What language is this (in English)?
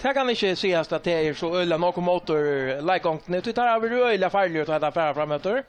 Faroese